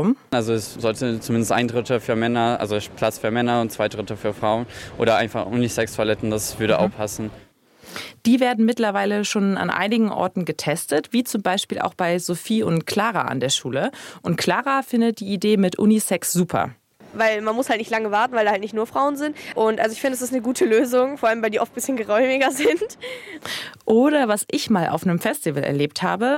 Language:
German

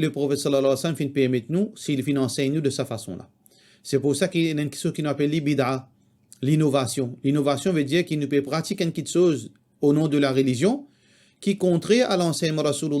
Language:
Morisyen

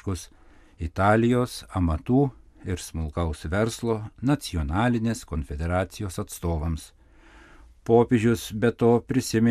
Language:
Lithuanian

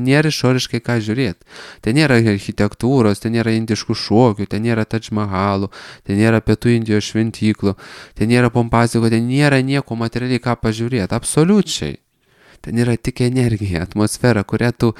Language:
Lithuanian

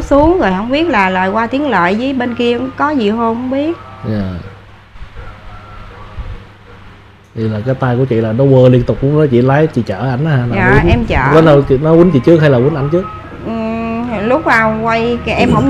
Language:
Vietnamese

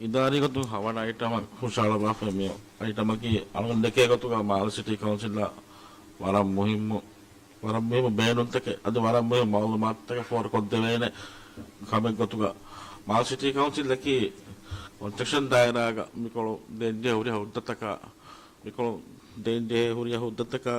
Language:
Divehi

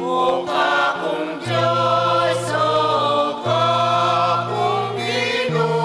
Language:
Pampanga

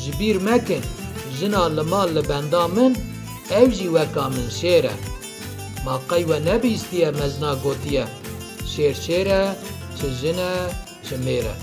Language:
Kurdish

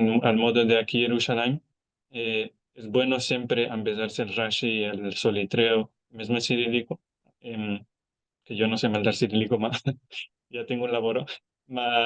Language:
Ladino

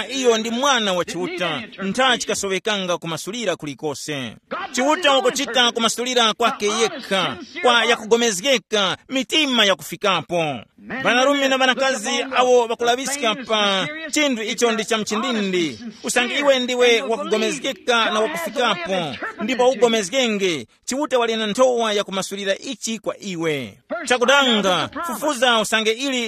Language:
Tumbuka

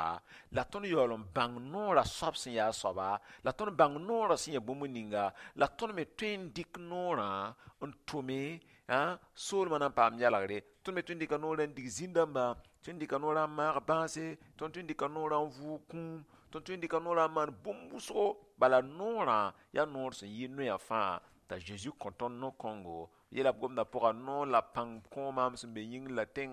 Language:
Mossi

